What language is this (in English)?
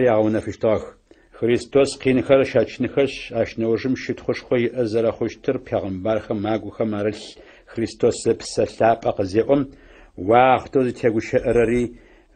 Adyghe